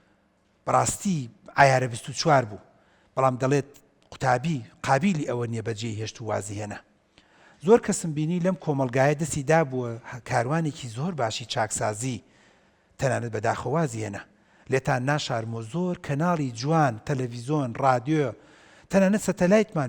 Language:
Central Kurdish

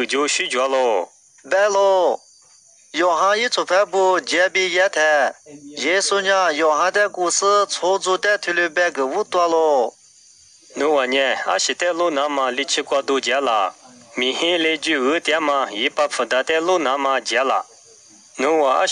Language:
Lisu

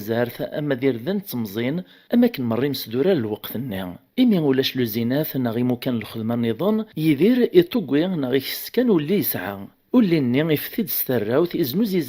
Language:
Kabyle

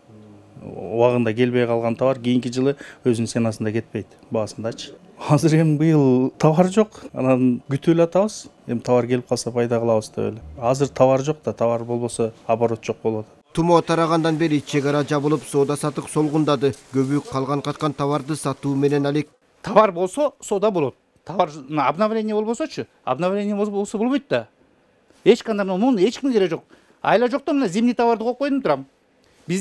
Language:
Kyrgyz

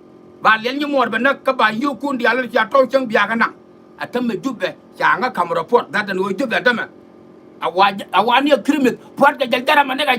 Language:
Nuer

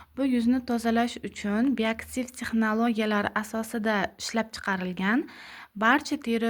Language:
Uzbek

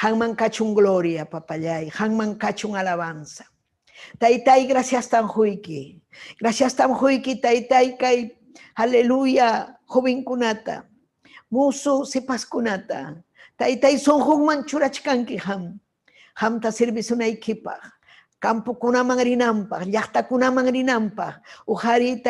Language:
Ayacucho Quechua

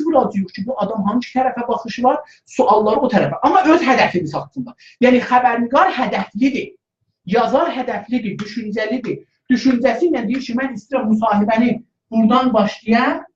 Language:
South Azerbaijani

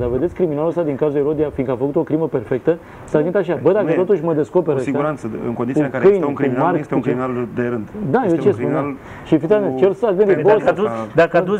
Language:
Romanian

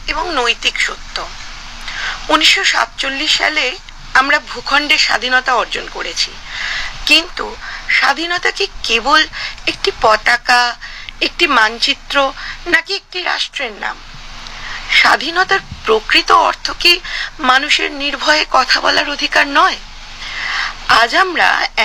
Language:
Bangla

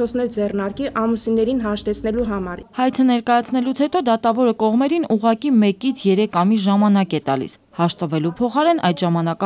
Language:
Armenian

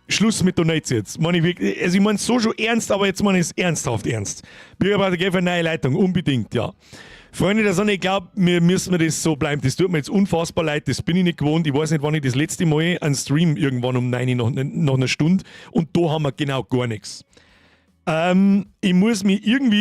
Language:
Bavarian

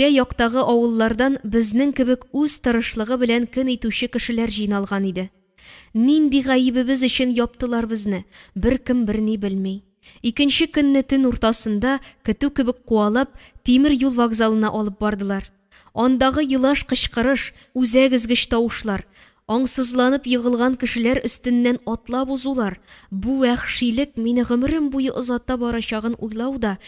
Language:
Tatar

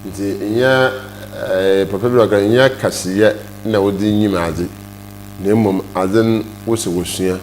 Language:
Akan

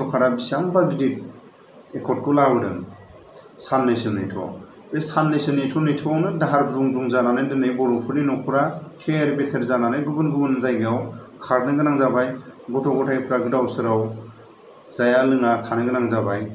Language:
Bodo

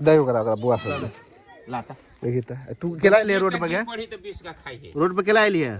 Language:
Maithili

